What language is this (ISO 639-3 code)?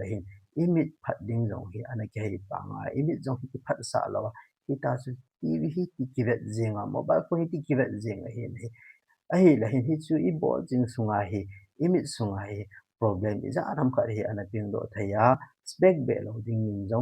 tcz